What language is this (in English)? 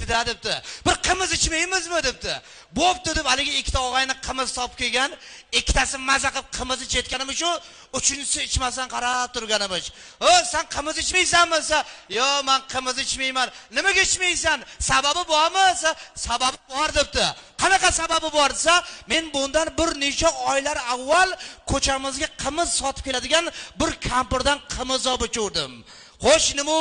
Uzbek